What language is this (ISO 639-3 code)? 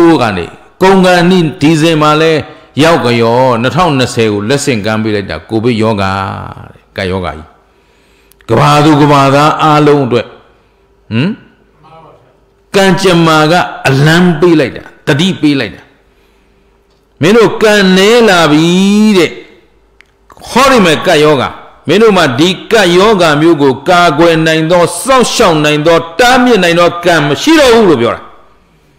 mya